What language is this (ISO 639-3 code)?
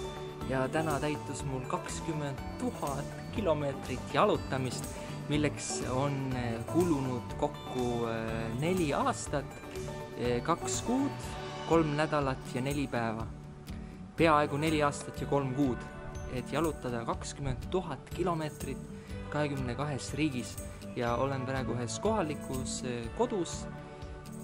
est